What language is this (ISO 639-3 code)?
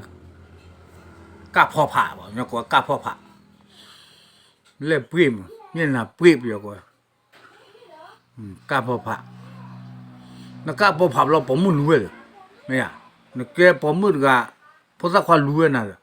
ksw